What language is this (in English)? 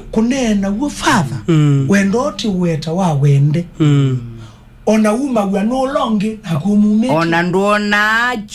Kamba